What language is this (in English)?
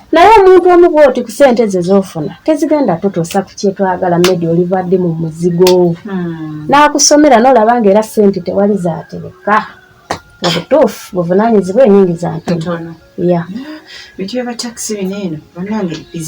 Ganda